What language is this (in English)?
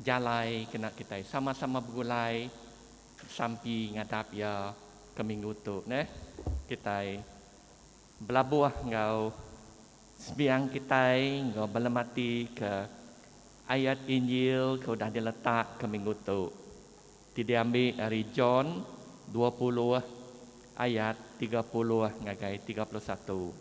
Iban